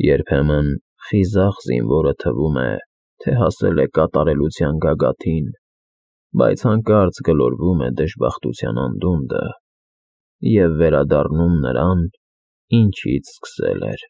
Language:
Armenian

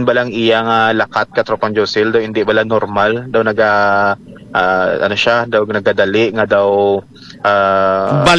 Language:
Hiligaynon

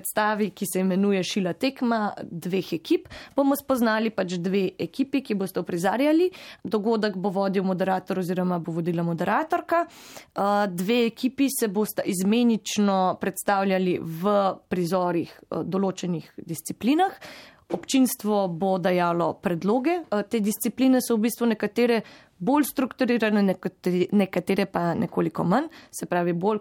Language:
Slovenian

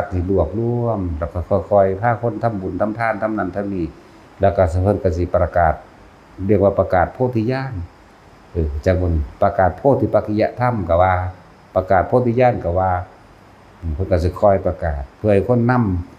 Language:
Northeastern Thai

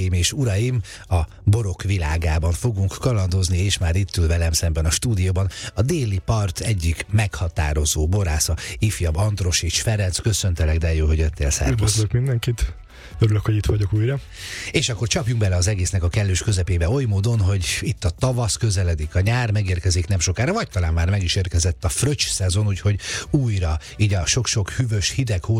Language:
Hungarian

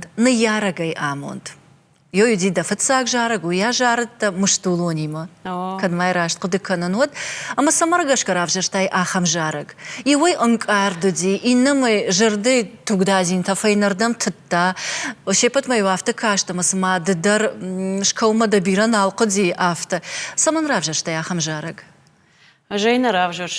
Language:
Ossetic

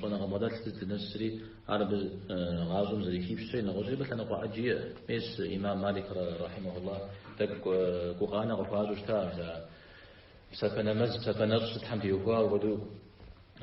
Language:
Kabardian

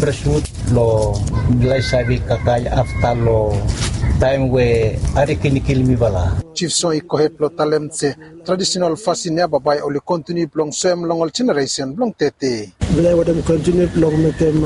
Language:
Bislama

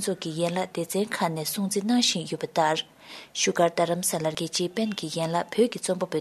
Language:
Tibetan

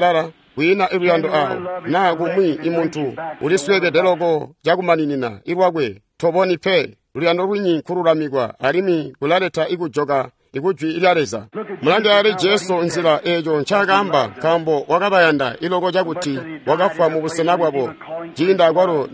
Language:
Tonga (Zambia)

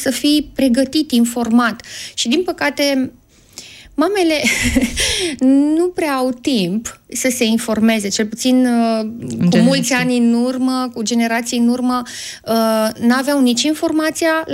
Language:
Romanian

